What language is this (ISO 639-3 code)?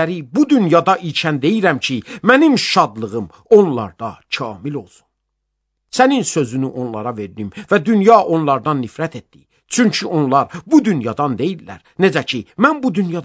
aze